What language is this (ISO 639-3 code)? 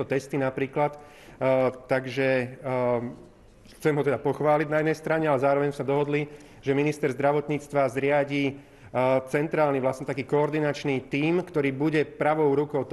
slk